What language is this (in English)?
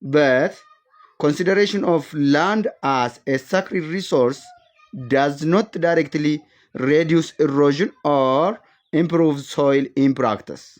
English